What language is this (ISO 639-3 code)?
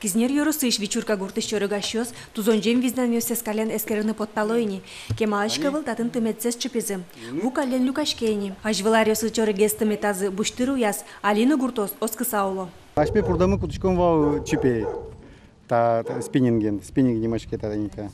udm